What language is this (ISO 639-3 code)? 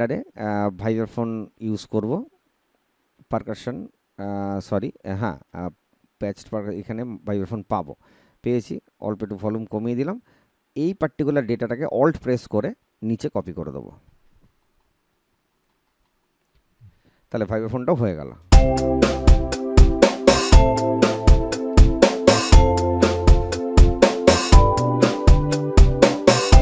ben